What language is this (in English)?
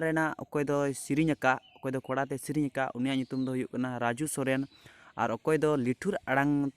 Santali